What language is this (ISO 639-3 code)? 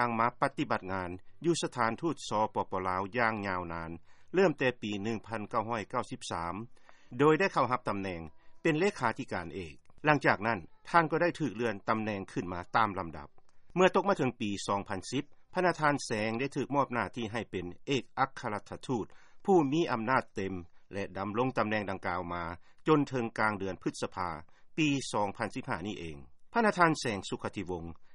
lao